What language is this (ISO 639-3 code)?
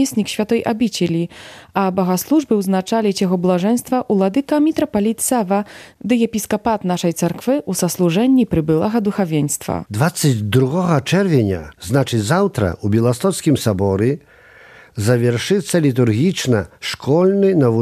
bel